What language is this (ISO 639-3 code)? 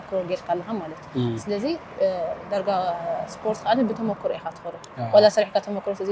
tir